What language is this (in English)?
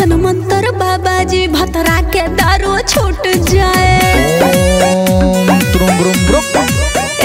Bhojpuri